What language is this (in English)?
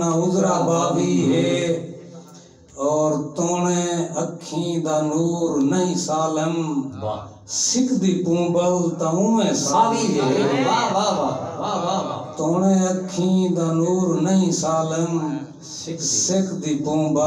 Saraiki